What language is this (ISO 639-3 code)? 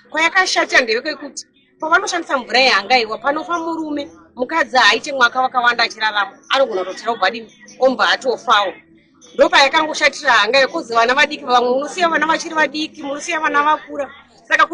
sna